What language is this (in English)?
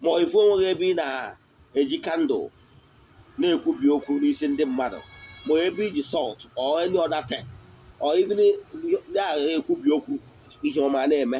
Igbo